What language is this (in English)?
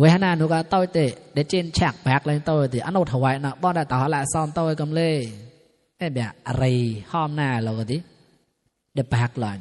Mon